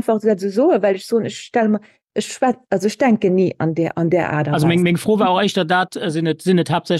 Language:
Luxembourgish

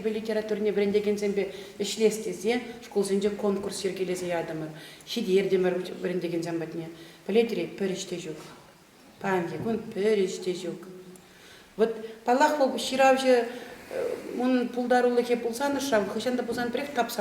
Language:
Chuvash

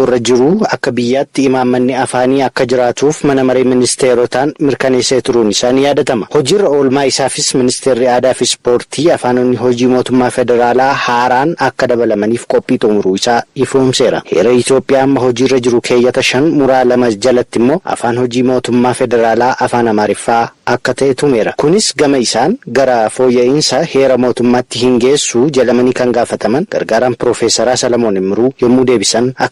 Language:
Oromo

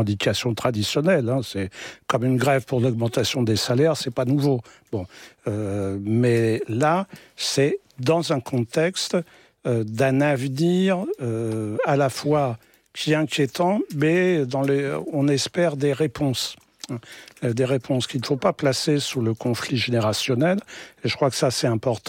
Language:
French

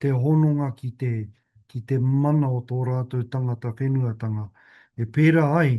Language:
Māori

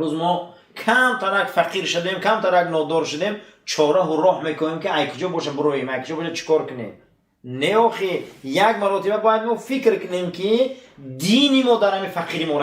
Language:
Tajik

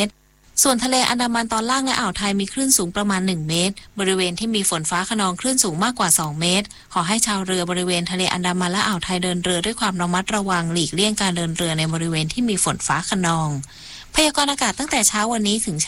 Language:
Thai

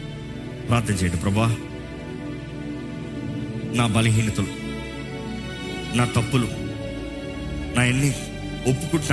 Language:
Telugu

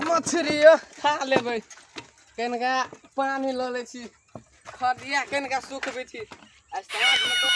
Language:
Maithili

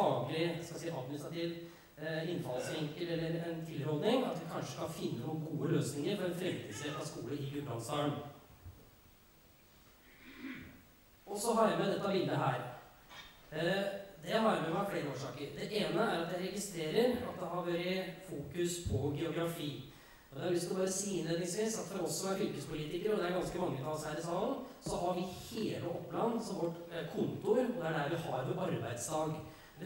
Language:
Norwegian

